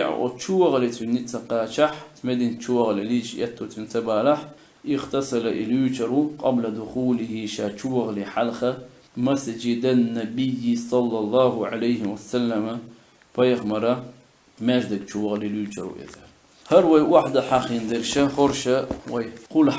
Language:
Chechen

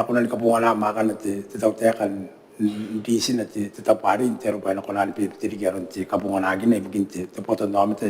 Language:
Gilbertese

